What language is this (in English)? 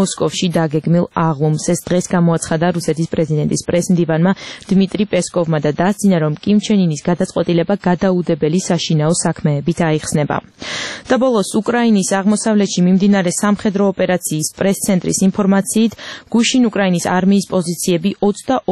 Georgian